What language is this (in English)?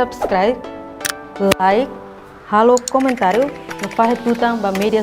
Tetum